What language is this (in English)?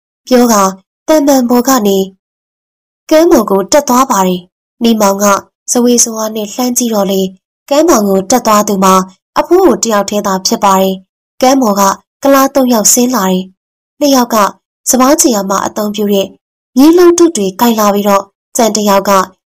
Burmese